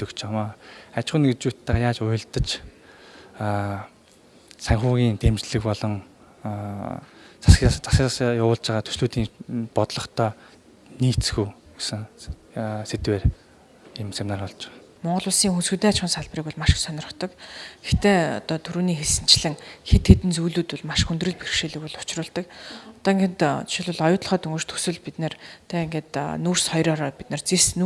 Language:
Mongolian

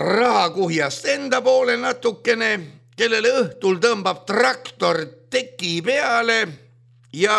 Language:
Estonian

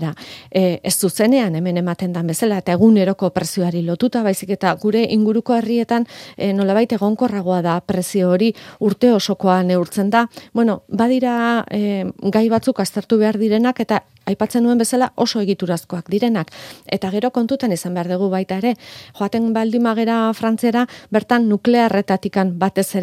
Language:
Basque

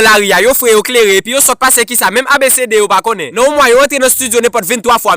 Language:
Haitian Creole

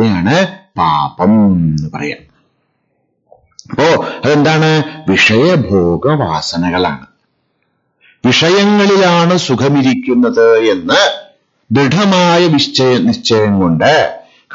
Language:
Malayalam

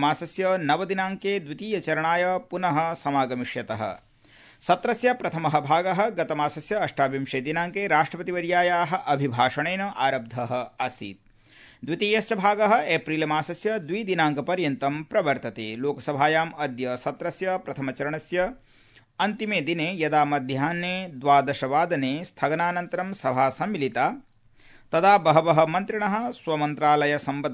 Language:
Sanskrit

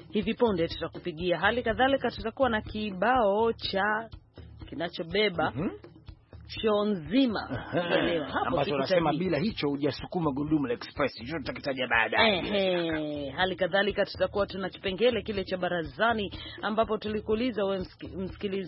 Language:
Swahili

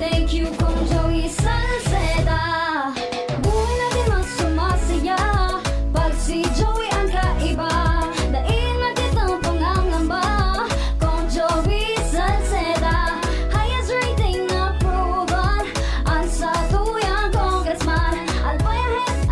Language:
Bikol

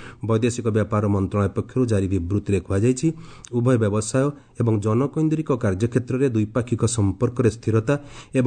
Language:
Odia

